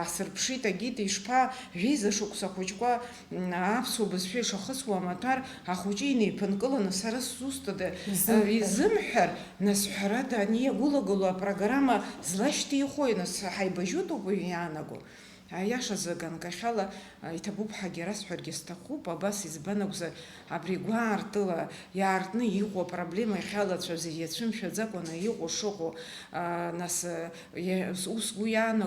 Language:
Abkhazian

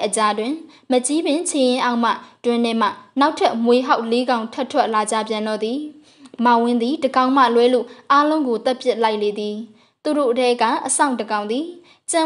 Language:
Burmese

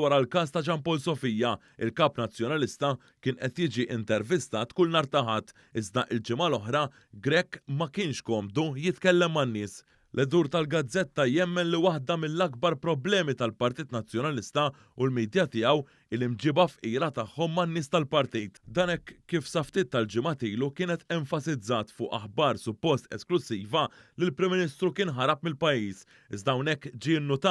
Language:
Maltese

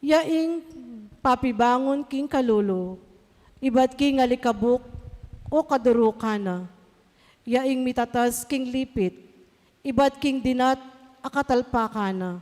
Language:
Pampanga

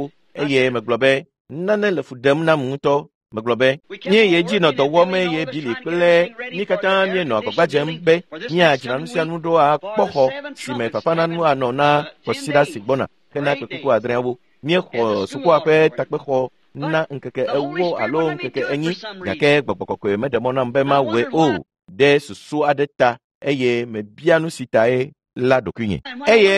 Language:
Ewe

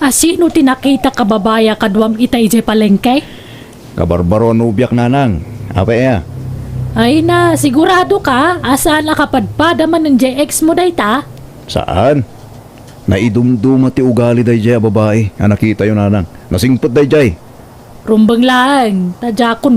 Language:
Iloko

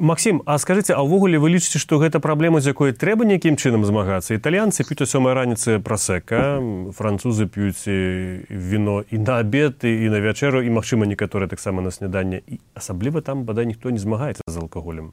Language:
Belarusian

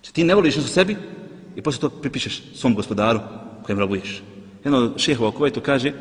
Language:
Bosnian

